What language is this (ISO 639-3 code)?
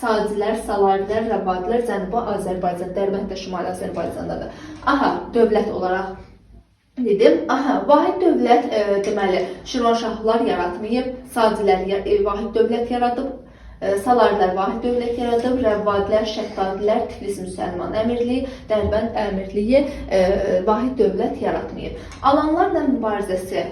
aze